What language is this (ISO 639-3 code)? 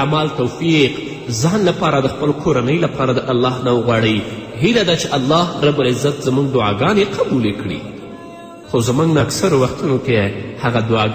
pus